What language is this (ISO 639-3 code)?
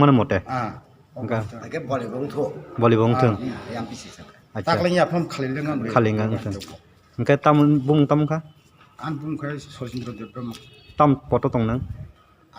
trp